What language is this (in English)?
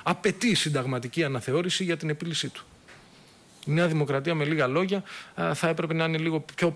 Greek